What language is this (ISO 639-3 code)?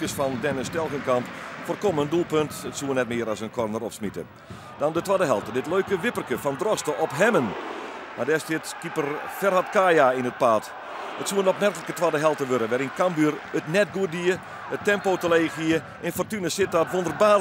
fry